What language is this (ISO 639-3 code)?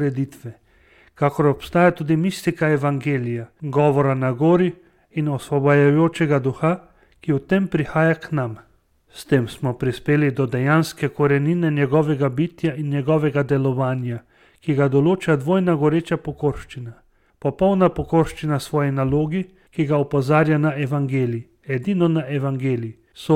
slv